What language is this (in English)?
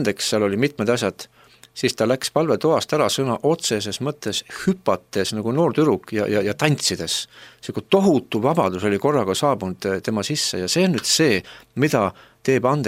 Estonian